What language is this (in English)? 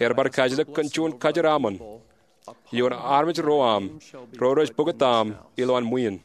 Marshallese